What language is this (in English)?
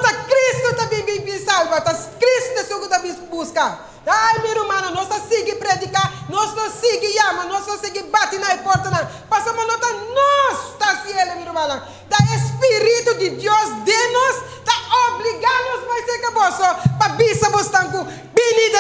Papiamento